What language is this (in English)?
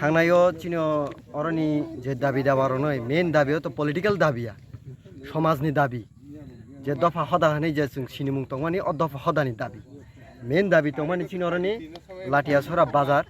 Kok Borok